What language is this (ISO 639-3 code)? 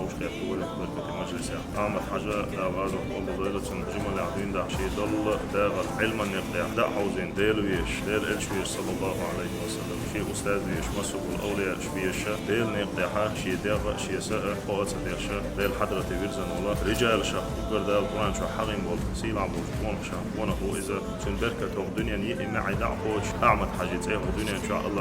che